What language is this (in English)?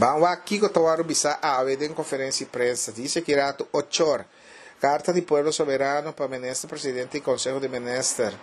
Papiamento